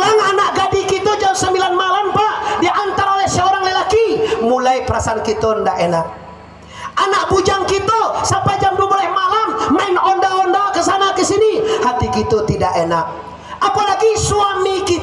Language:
Minangkabau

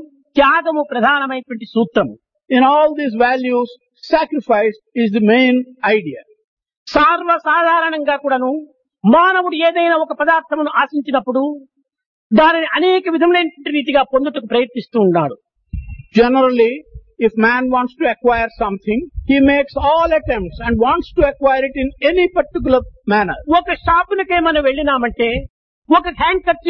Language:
Telugu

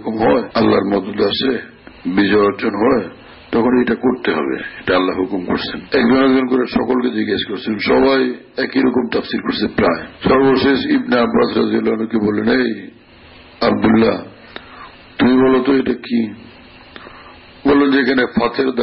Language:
Bangla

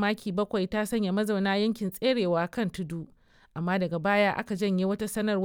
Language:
Hausa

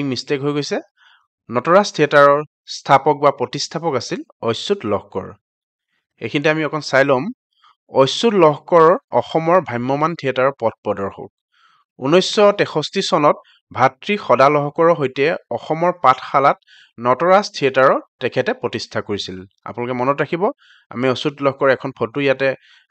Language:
Assamese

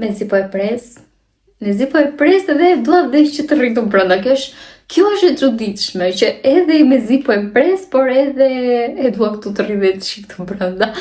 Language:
Albanian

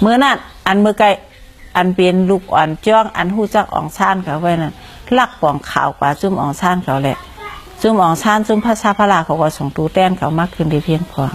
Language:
Shan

